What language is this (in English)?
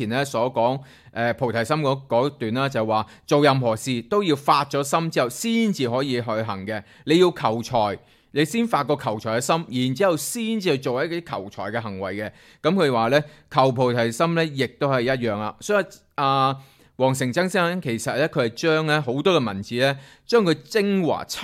Cantonese